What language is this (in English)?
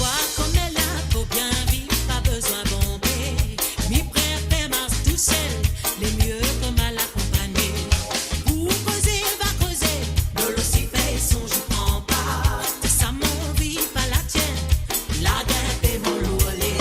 Morisyen